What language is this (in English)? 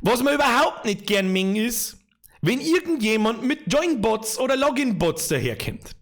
Bavarian